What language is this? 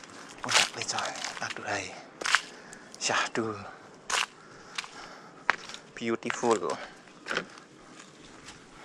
Indonesian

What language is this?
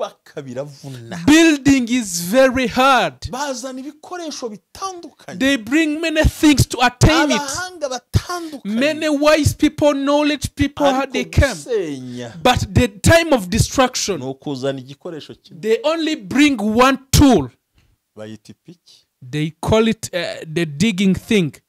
Kinyarwanda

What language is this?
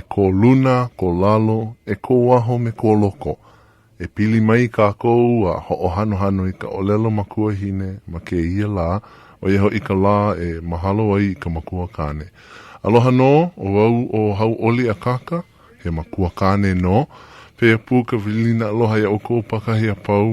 Hawaiian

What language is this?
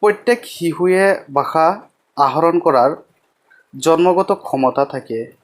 Assamese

